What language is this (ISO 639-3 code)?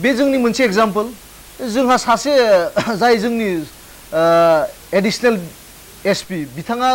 brx